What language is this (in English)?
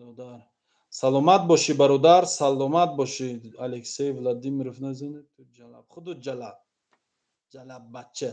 Tajik